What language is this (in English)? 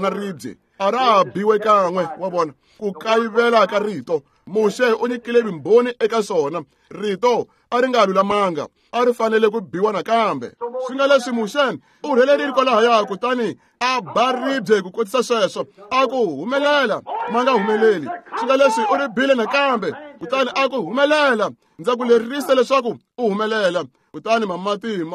Tsonga